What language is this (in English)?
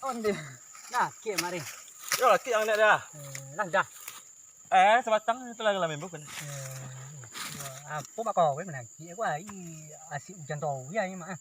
Minangkabau